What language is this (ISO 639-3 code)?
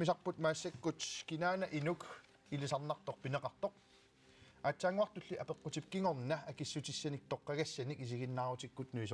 kal